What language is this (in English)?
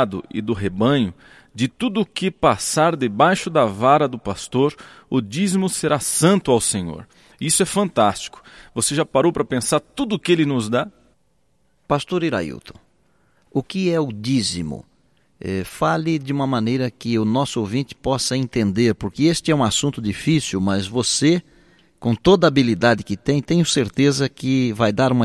Portuguese